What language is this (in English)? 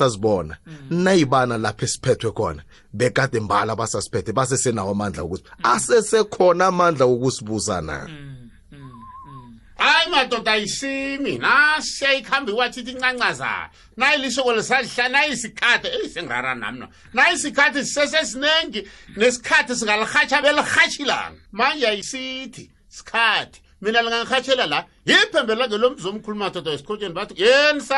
South Ndebele